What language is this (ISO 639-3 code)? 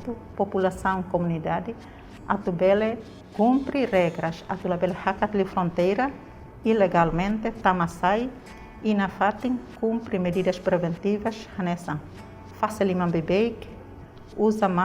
tet